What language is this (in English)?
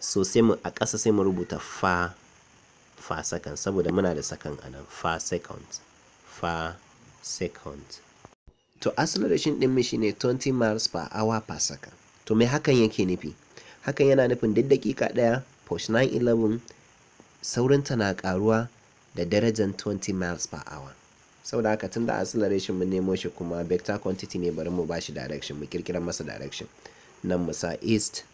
Hausa